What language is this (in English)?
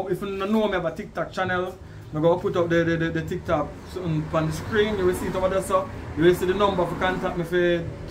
Jamaican Creole English